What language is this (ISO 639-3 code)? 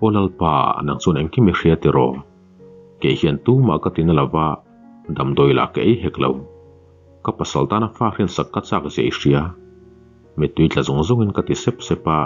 lus